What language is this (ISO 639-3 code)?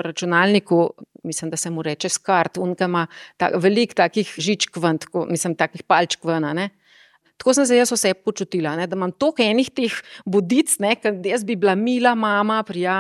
slv